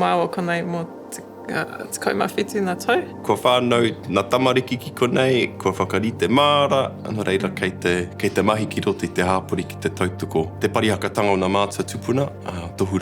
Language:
Māori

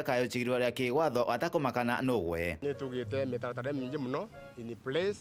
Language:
Meru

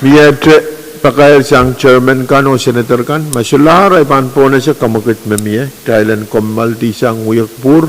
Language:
Pohnpeian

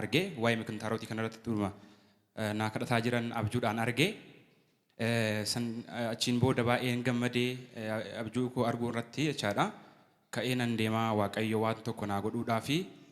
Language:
Oromo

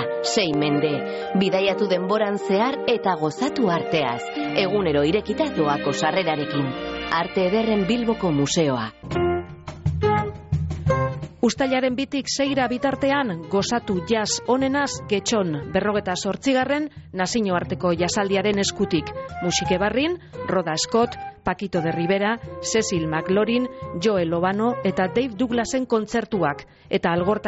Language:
Basque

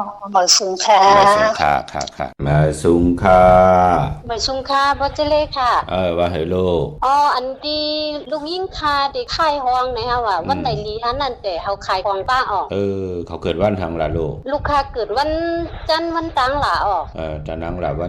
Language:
Shan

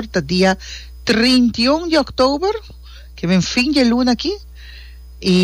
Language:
Papiamento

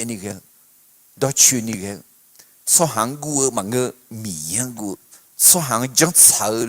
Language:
Akha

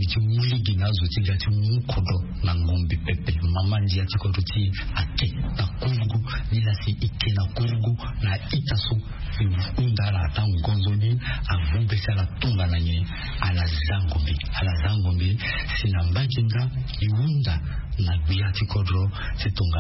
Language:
Sango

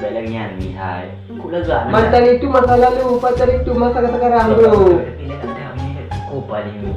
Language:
Achinese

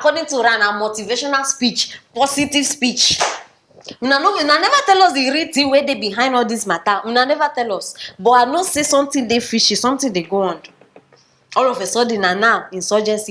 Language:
Nigerian Pidgin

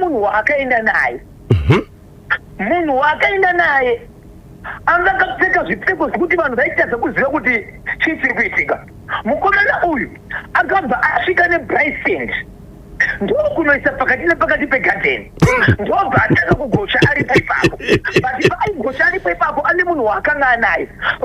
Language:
Shona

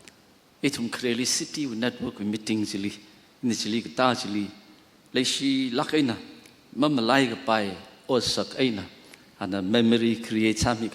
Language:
Tangkhul Naga (India)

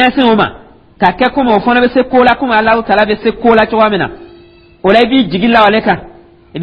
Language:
Dyula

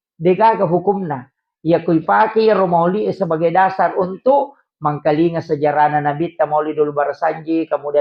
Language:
Buginese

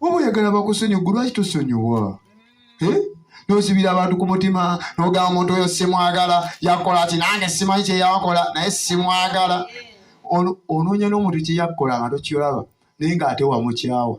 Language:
Ganda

